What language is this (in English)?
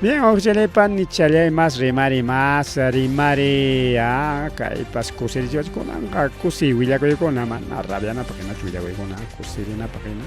Ayacucho Quechua